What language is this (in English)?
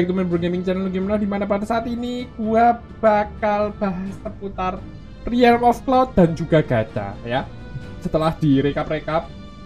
Indonesian